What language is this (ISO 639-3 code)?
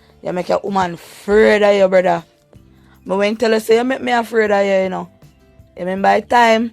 jam